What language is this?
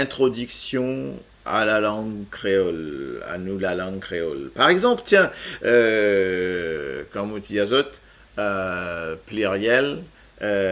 Morisyen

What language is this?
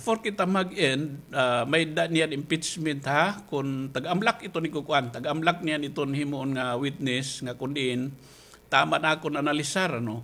Waray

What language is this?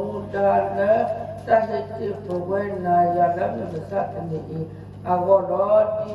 S'gaw Karen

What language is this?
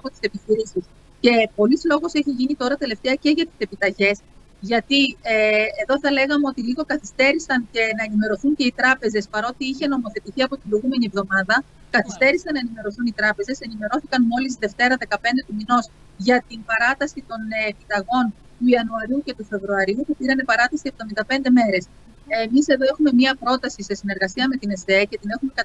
Greek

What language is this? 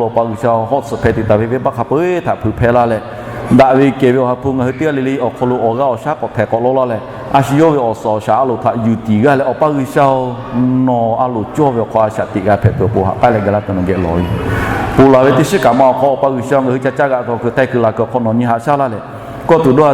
Lahu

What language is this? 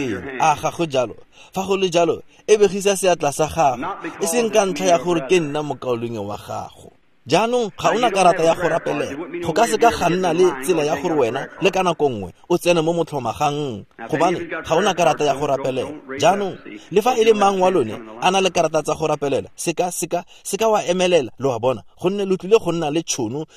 Tswana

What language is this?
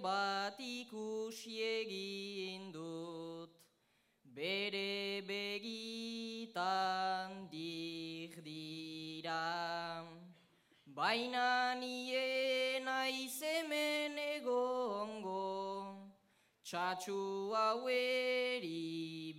Basque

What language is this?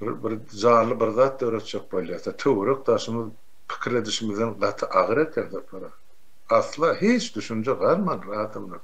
Turkmen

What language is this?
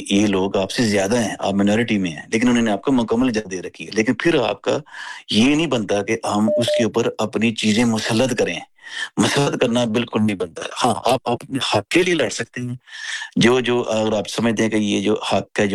Urdu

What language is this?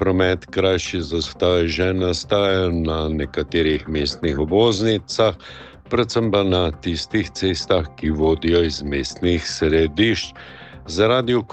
Slovenian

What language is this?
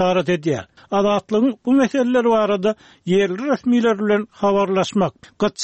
Turkmen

